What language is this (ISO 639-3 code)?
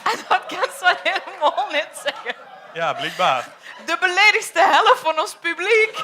lim